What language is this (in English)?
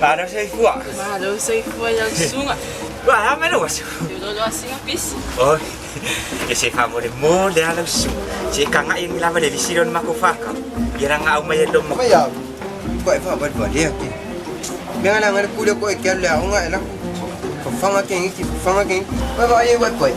Samoan